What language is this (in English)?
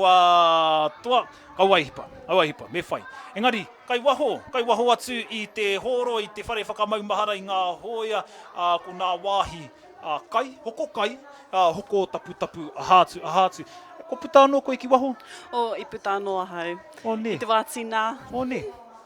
Māori